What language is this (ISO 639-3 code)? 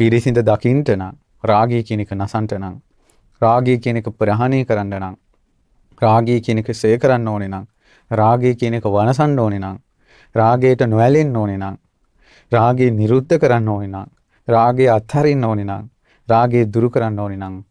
sin